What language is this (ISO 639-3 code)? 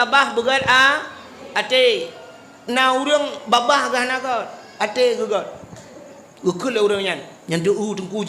ace